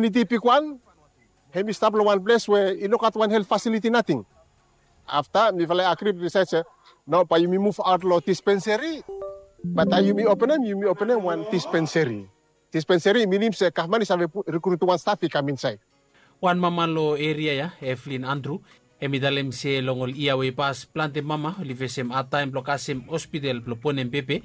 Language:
Bislama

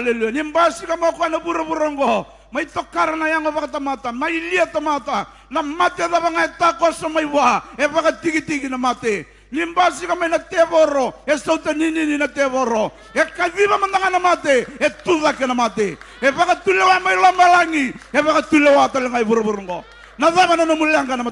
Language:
Fijian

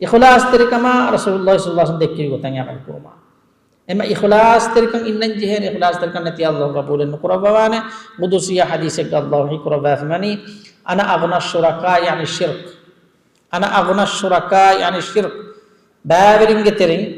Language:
Divehi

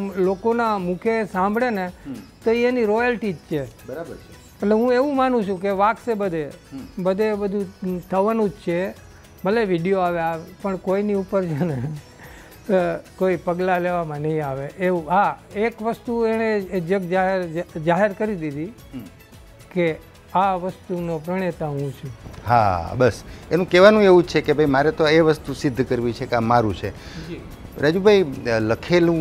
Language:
Gujarati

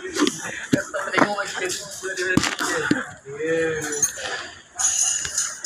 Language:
Malay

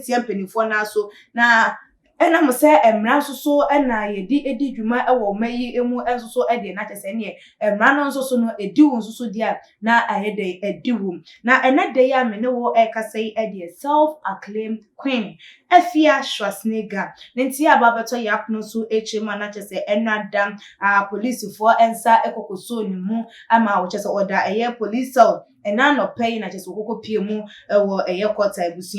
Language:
Akan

